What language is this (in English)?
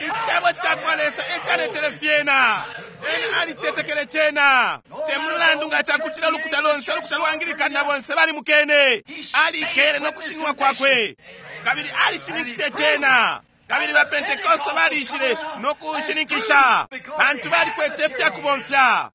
Bemba